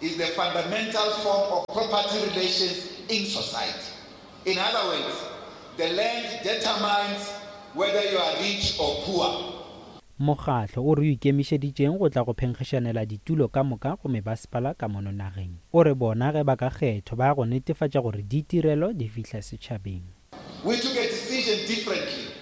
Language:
Northern Sotho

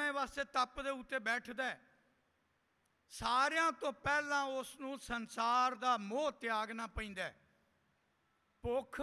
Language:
Punjabi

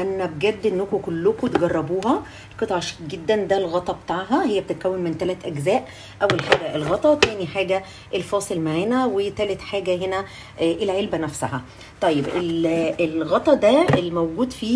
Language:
Egyptian Arabic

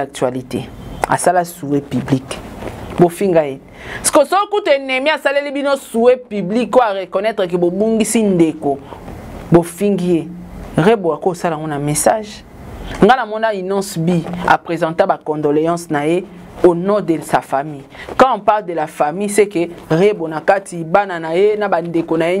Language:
Lingala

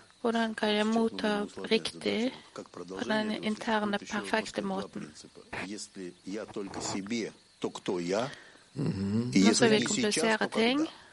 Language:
Norwegian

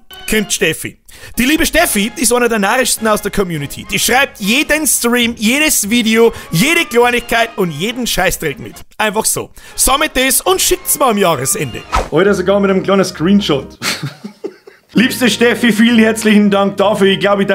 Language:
Bavarian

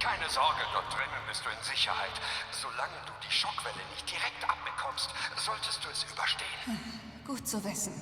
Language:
Bavarian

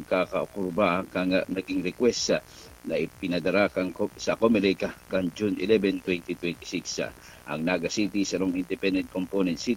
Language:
Bikol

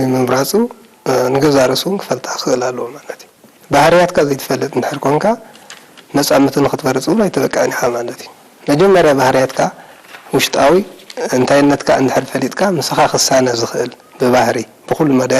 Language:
Tigrinya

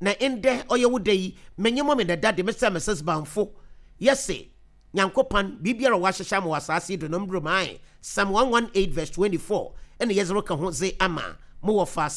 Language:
Akan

